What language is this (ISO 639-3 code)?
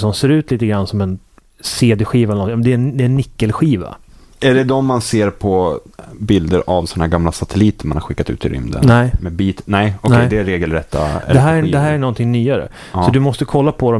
swe